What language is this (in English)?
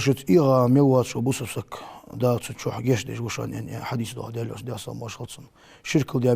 Ingush